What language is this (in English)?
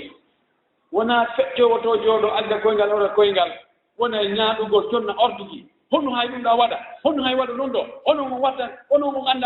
Fula